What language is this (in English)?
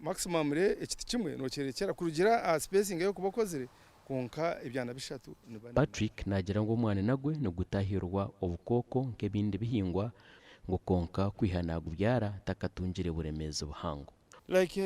Nyankole